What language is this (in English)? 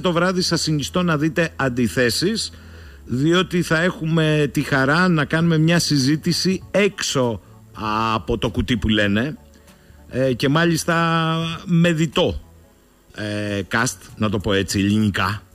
Greek